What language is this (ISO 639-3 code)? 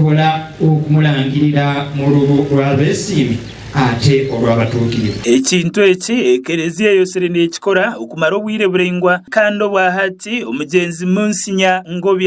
nyn